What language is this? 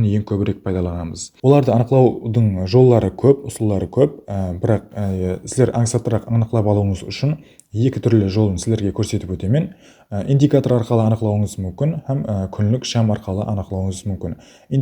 Kara-Kalpak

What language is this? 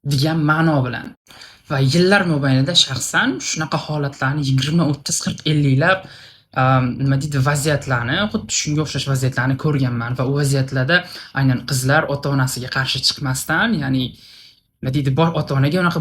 Uzbek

